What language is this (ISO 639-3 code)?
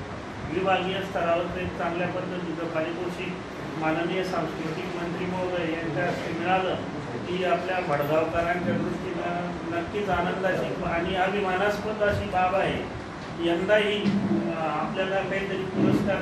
mar